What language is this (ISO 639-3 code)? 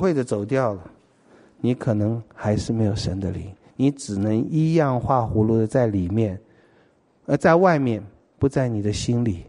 zho